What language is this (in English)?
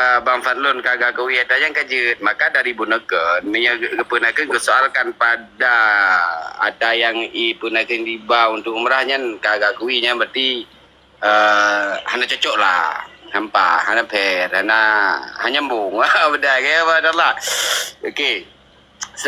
Achinese